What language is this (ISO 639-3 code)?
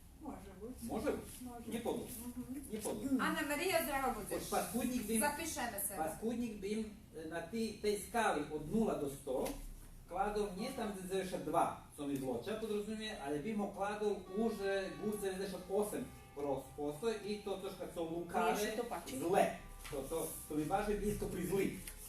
rue